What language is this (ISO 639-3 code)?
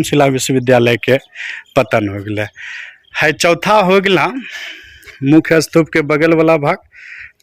anp